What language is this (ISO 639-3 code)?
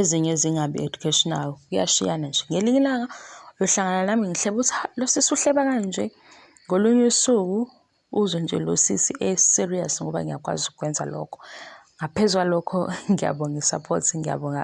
zul